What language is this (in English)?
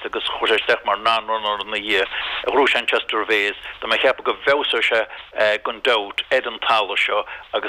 Irish